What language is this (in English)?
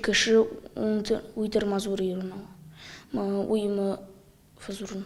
Ossetic